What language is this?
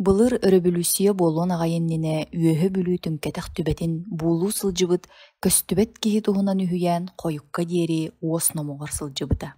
Yakut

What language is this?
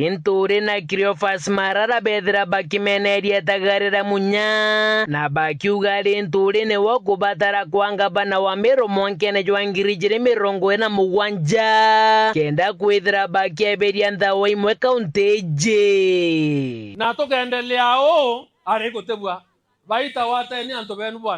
Meru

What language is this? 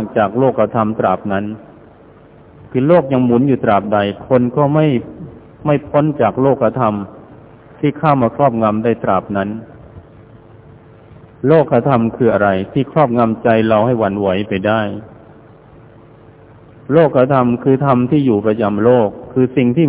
Thai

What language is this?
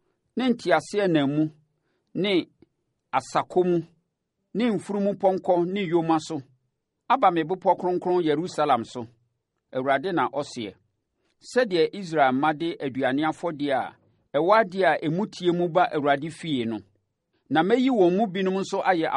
Akan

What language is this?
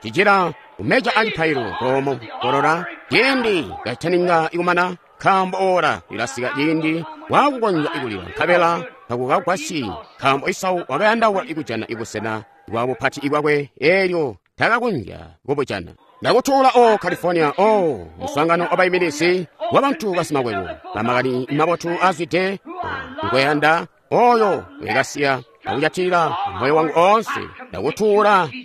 Tonga (Zambia)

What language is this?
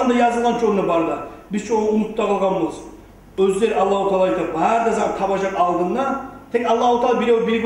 Kumyk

